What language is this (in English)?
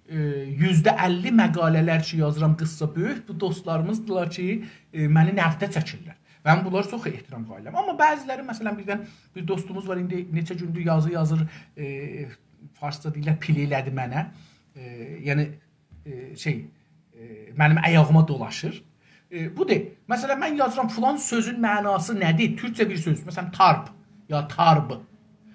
South Azerbaijani